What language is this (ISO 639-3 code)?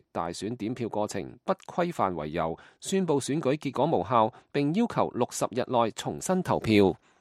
yue